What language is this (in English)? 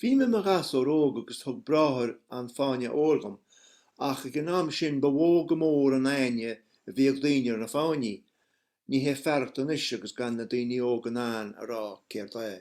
Irish